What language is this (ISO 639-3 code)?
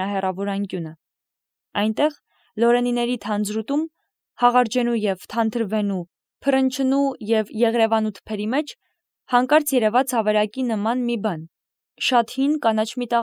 hye